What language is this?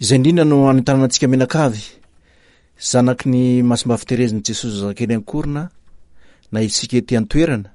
Malagasy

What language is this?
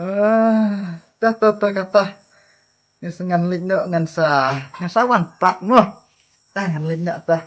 Khasi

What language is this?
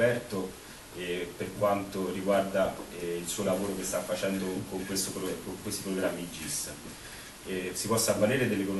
Italian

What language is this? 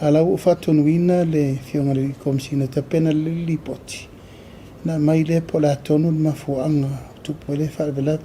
Samoan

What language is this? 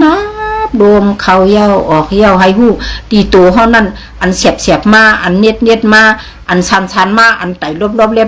Shan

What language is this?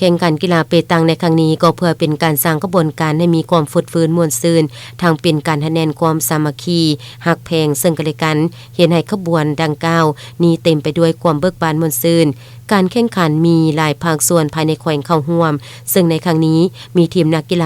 Lao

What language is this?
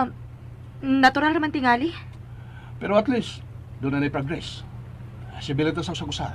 Cebuano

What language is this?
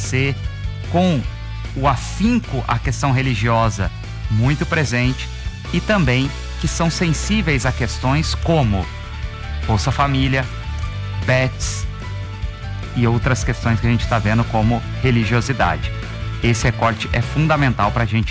Portuguese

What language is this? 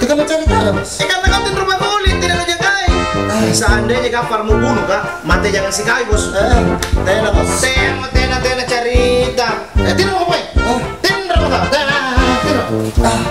Makassar Malay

